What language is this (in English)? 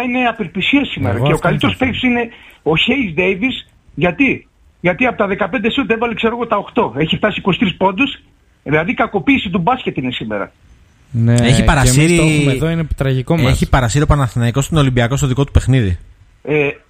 Greek